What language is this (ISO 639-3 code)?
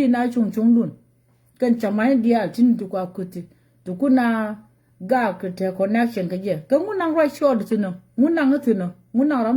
nus